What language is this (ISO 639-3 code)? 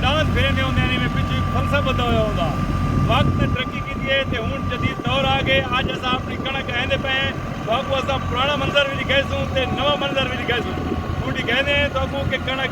skr